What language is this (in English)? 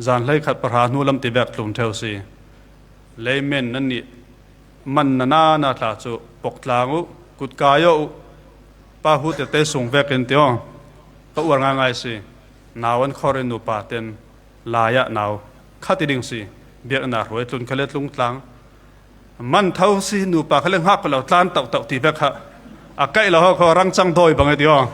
Falam Chin